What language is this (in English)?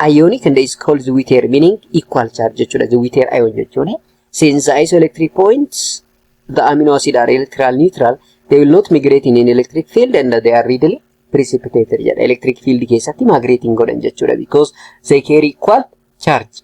Oromo